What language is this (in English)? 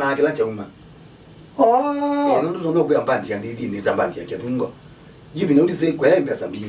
Kamba